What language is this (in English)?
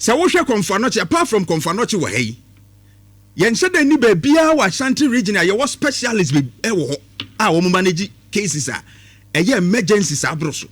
Akan